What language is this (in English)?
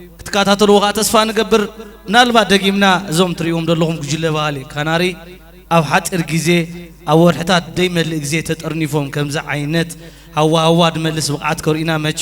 Tigrinya